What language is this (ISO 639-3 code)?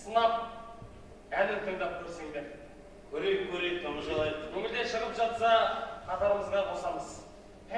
kaz